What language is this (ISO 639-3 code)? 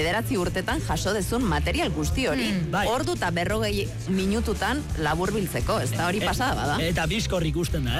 eus